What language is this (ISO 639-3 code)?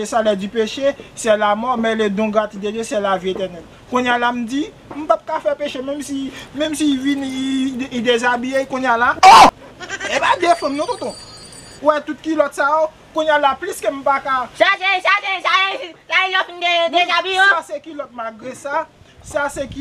hat